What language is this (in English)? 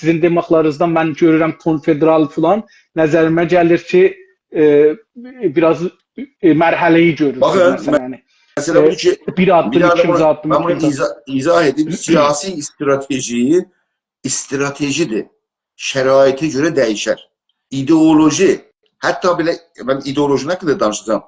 South Azerbaijani